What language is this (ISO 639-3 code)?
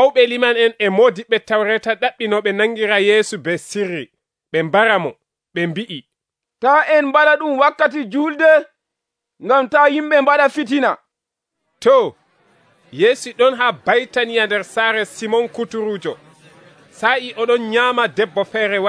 fuv